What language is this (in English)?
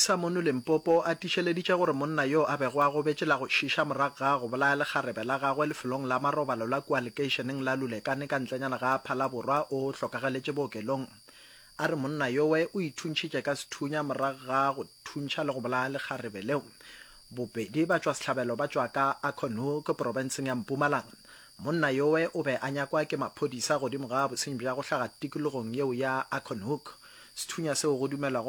Northern Sotho